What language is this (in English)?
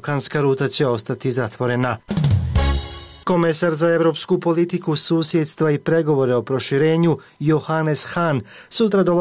Bosnian